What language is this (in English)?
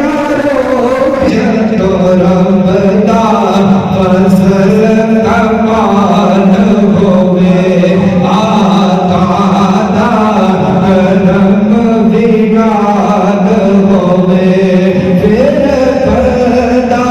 Pahari-Potwari